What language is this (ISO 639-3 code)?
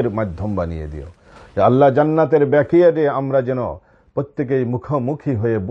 ben